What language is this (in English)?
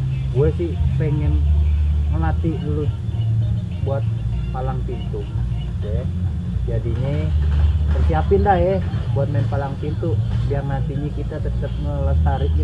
Betawi